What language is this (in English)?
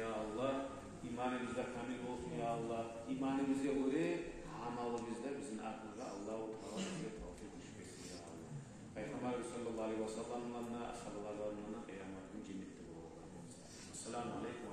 Kumyk